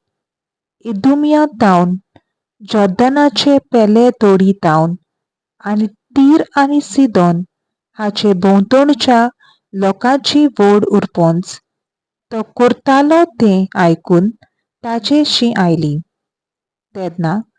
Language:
Konkani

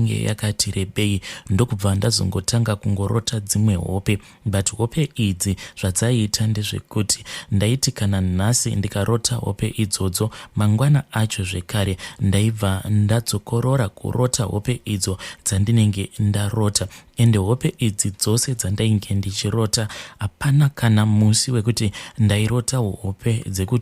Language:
Shona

